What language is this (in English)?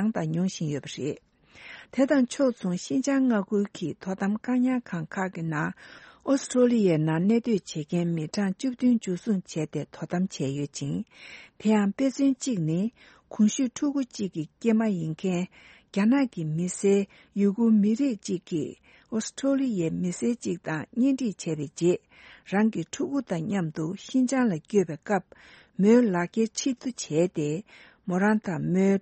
Tibetan